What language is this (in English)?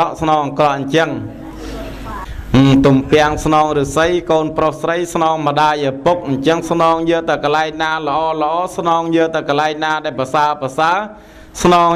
Khmer